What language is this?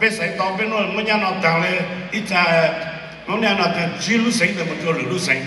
Hmong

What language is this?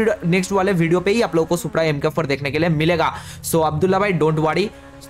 Hindi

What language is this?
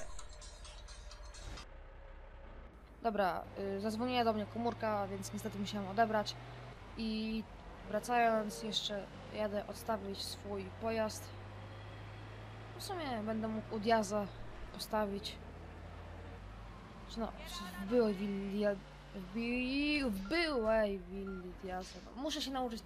Polish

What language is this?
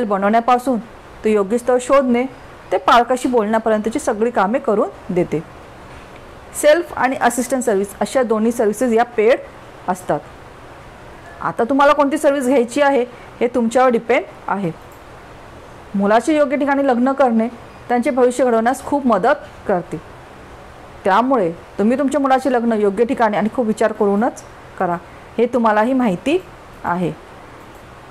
Marathi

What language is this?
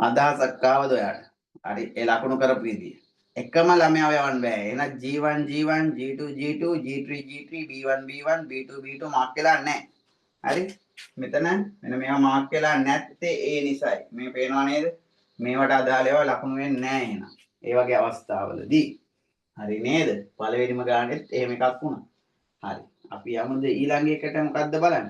Sinhala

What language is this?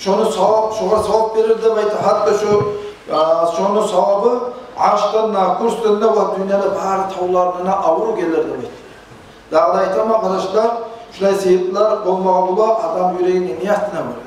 Kumyk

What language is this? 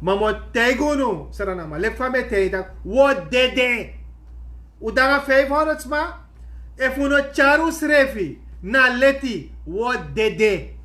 Sranan Tongo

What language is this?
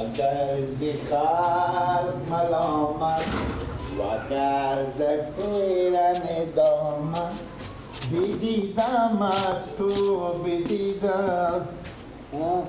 Persian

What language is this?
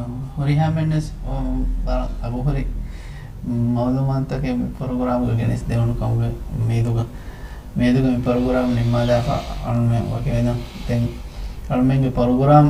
Divehi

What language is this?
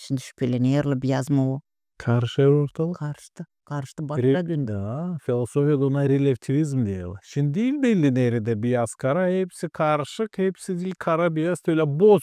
Gagauz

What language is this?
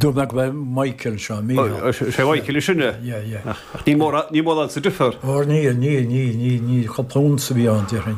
Irish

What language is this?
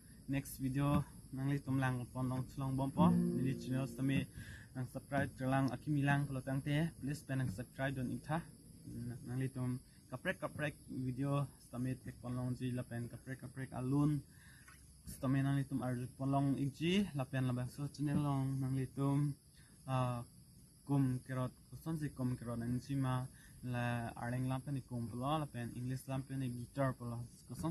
Karbi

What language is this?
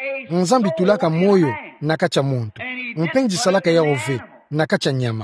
Kituba (Democratic Republic of Congo)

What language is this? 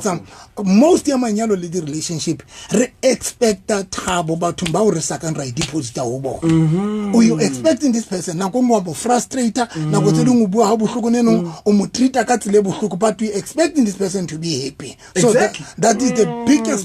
Southern Sotho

